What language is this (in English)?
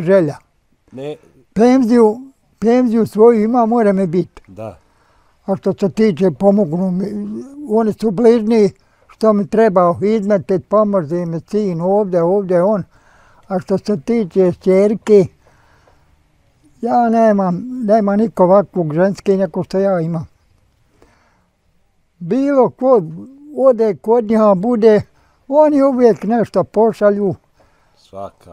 Bosnian